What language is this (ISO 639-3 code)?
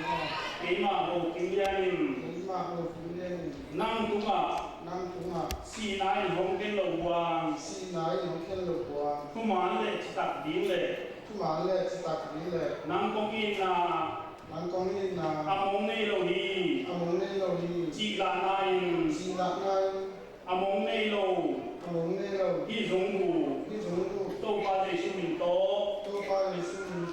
ctd